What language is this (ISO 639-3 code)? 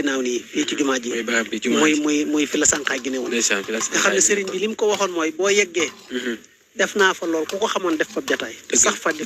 wol